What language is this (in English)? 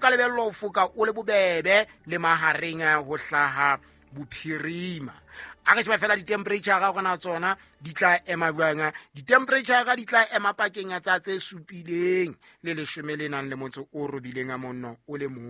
Southern Sotho